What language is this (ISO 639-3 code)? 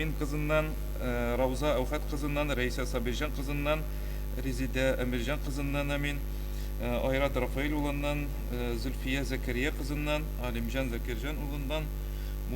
tat